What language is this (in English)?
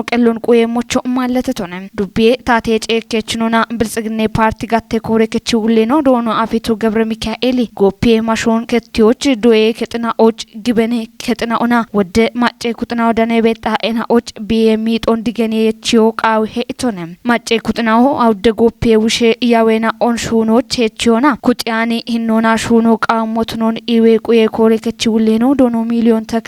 Kafa